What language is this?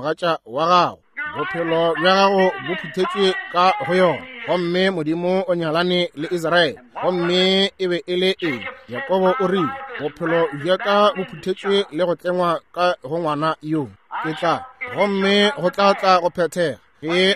Northern Sotho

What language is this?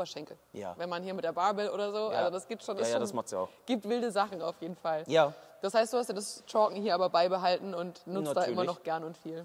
German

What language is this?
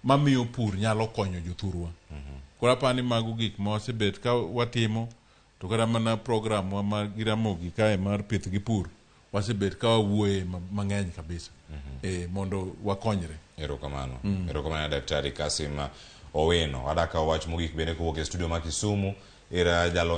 Luo (Kenya and Tanzania)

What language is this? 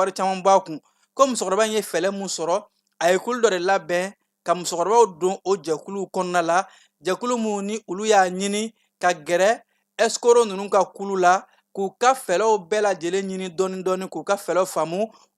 Bambara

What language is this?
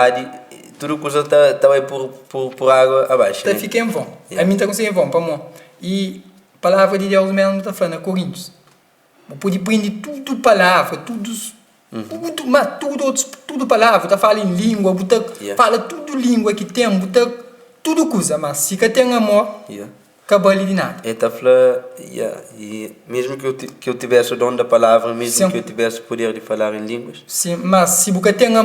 Kabuverdianu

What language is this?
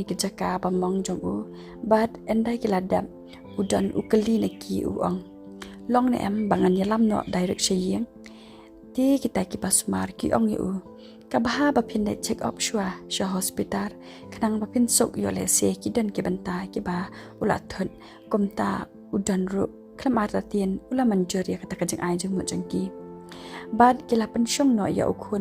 Khasi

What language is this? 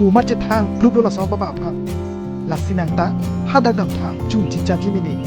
Karbi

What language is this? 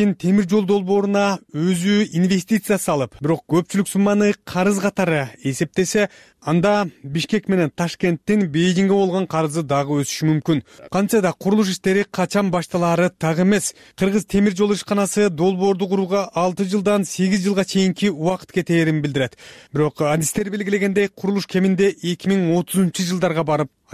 Kyrgyz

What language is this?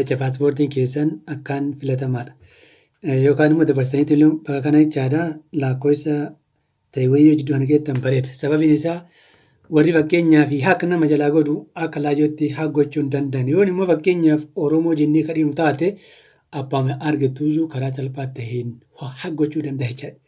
Oromo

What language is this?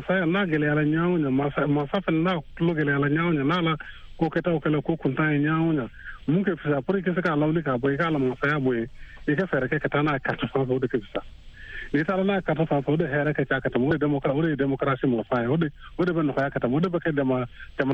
Bambara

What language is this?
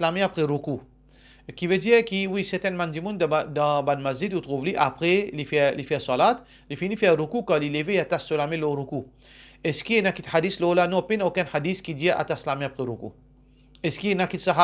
Morisyen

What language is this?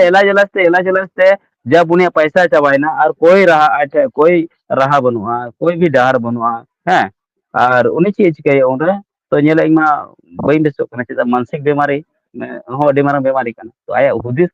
Santali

